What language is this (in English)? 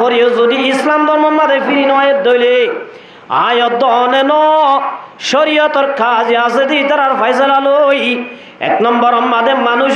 Rohingya